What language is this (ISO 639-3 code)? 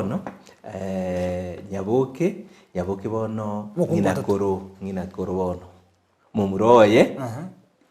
guz